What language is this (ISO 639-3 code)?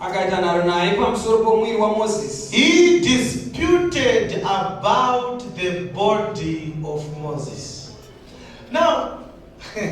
sna